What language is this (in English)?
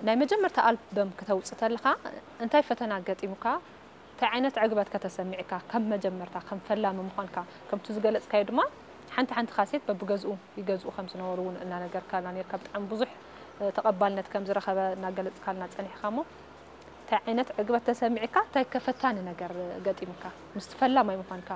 Tigrinya